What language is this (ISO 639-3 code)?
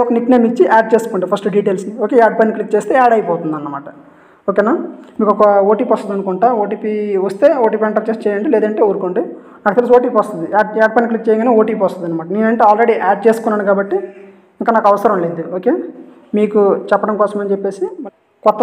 tel